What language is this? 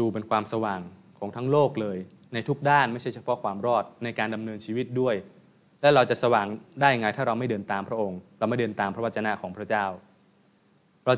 Thai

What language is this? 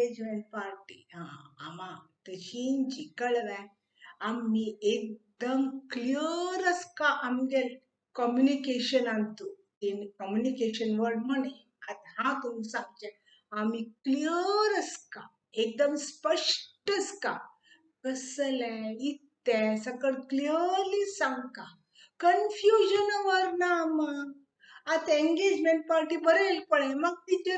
Konkani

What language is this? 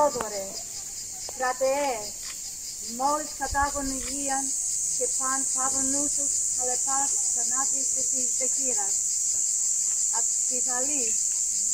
Greek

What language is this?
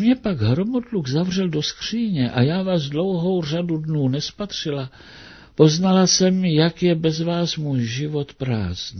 Czech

